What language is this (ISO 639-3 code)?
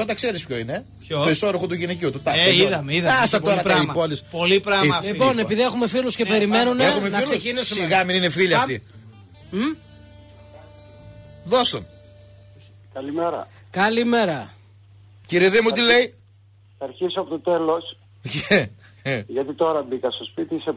ell